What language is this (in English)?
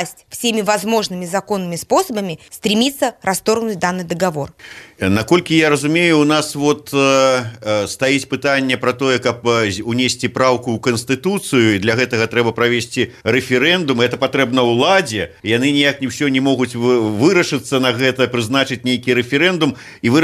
Belarusian